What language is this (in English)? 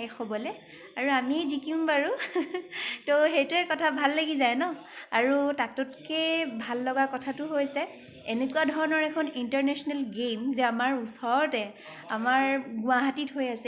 Assamese